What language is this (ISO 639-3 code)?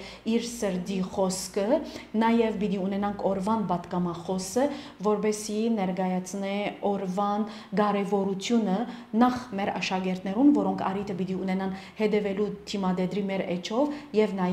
hyw